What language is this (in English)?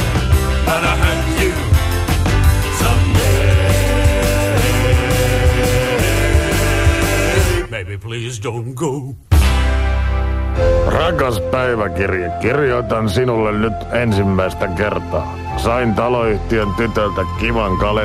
Finnish